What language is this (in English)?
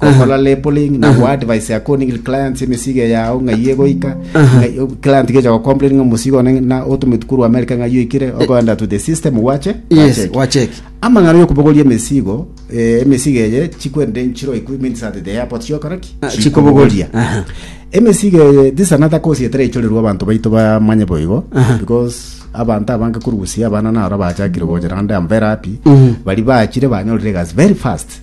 Gusii